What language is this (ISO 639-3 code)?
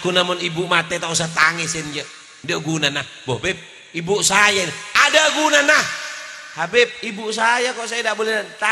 mad